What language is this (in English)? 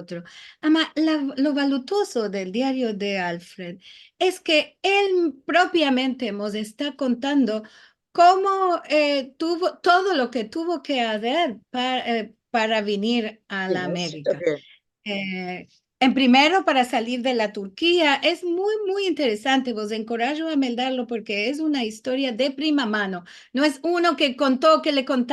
Ladino